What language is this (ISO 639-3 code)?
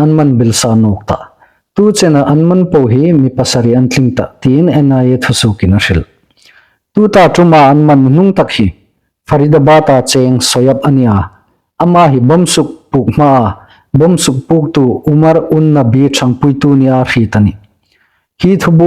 hmr